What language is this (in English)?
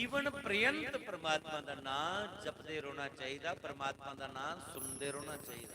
Dogri